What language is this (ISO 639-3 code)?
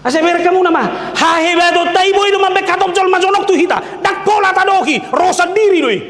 bbc